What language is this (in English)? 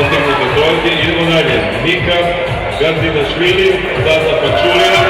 Serbian